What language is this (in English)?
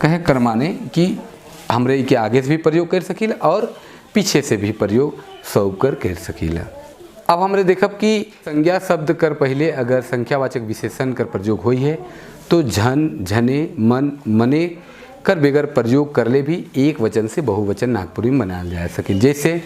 Sadri